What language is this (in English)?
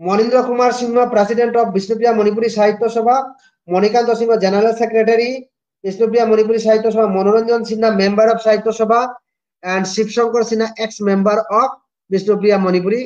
Bishnupriya